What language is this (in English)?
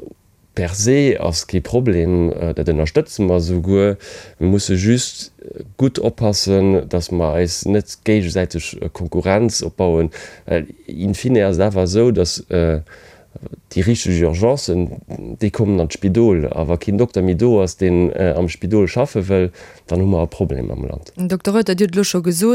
Luxembourgish